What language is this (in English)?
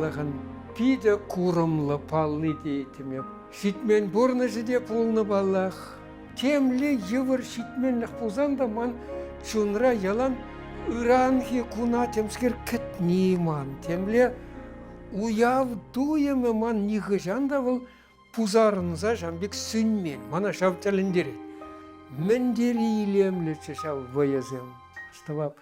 Chuvash